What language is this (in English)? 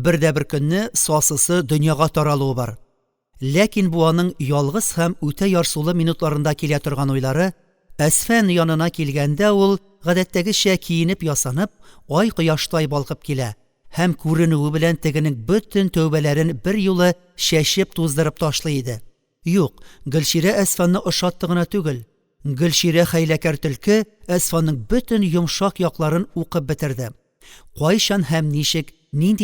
Tatar